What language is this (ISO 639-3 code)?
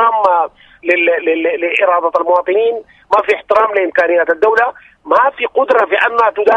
apd